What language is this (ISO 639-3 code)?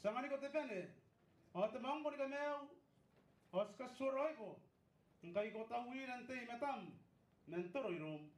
gil